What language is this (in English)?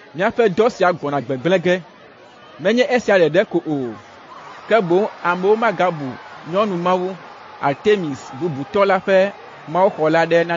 Ewe